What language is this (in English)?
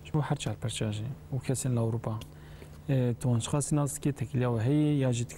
Kurdish